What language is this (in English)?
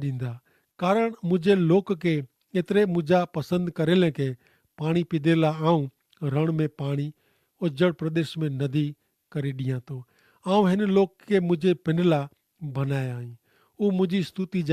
Kachhi